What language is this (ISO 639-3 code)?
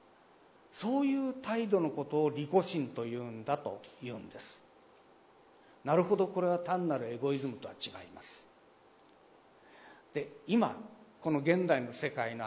jpn